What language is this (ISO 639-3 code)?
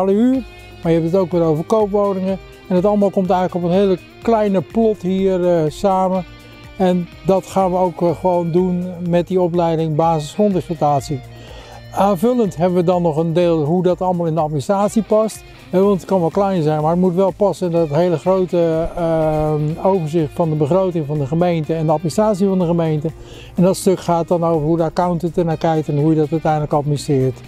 nld